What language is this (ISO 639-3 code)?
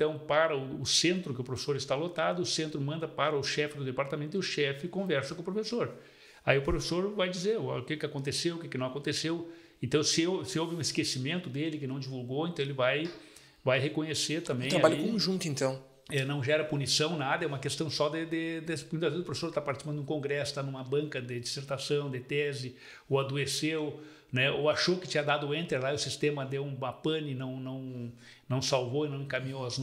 por